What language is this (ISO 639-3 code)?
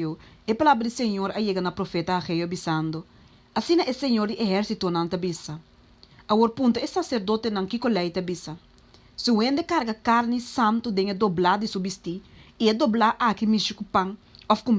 pap